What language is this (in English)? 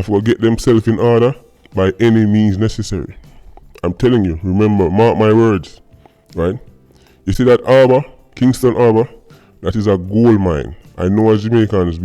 Jamaican Creole English